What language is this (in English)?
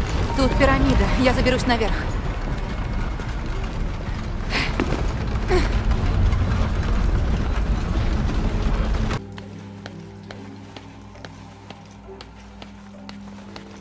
Russian